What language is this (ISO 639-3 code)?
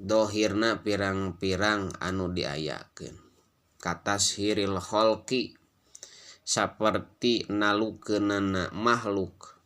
sun